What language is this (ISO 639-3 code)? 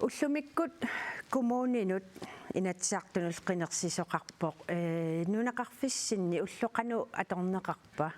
kal